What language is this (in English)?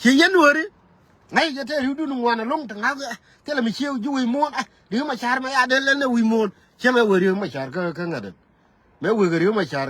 Nuer